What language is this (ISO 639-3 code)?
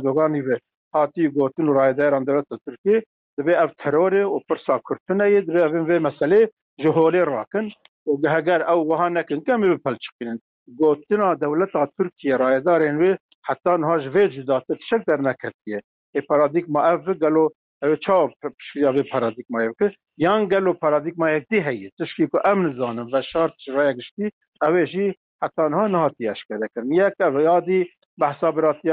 kur